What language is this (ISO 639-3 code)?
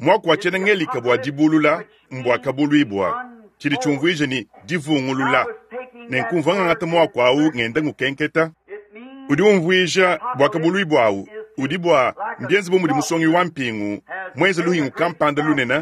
lua